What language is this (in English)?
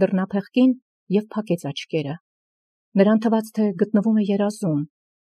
Armenian